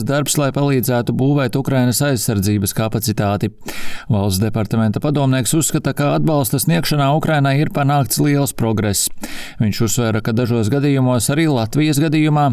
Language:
Latvian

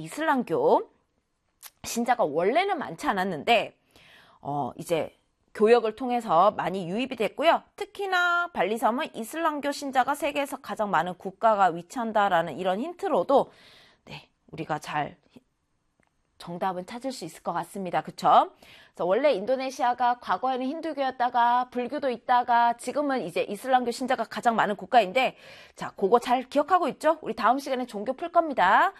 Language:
Korean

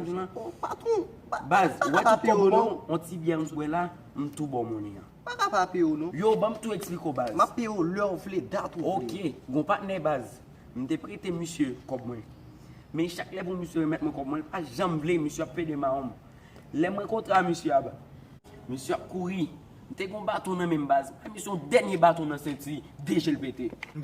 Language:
Haitian Creole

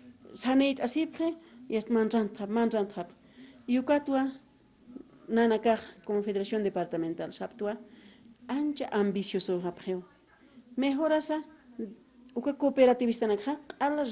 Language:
Aymara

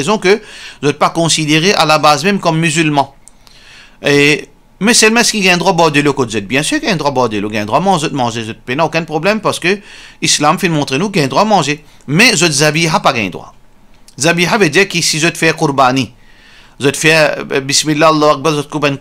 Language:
Morisyen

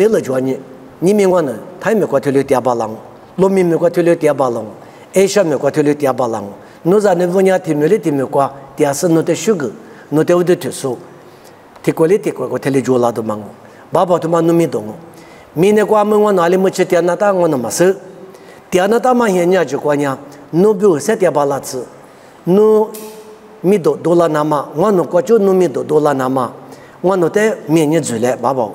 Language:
Lisu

